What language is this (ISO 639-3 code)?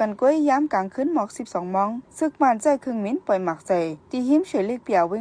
shn